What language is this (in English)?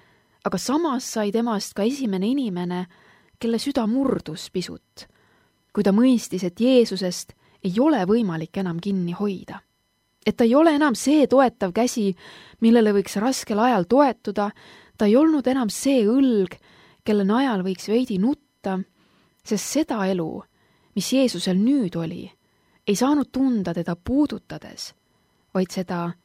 Estonian